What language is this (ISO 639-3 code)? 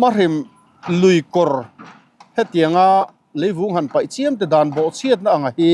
lus